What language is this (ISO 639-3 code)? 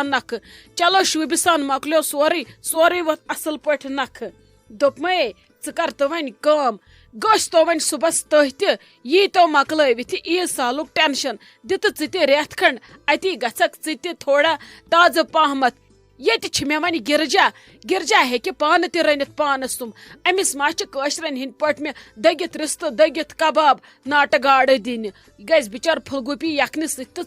kas